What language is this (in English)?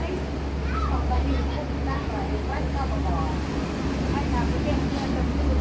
Central Mnong